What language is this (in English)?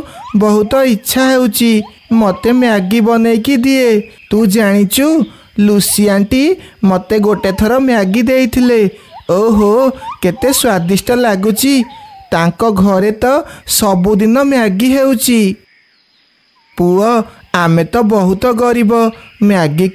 Odia